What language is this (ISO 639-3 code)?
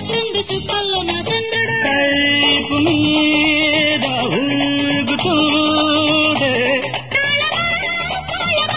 tel